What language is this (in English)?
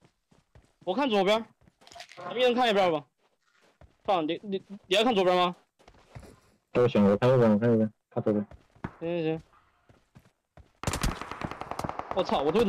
Chinese